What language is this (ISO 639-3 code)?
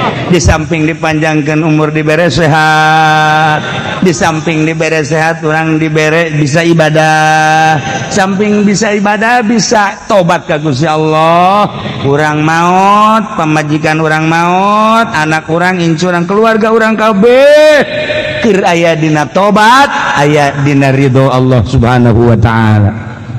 sun